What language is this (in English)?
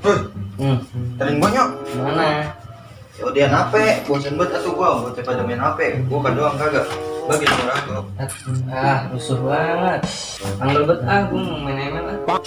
Betawi